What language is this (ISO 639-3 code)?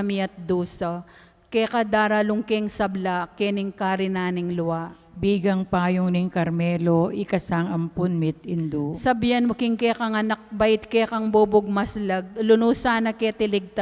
pam